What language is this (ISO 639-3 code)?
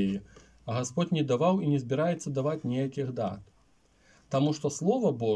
bel